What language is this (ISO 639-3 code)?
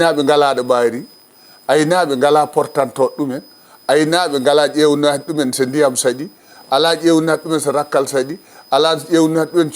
ful